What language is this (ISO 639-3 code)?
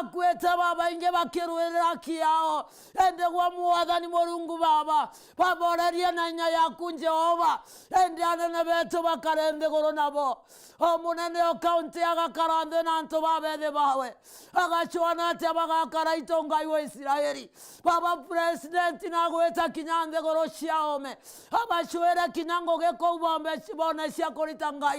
mer